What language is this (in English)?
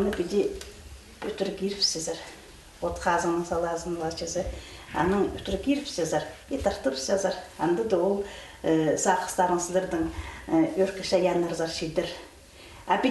Khakas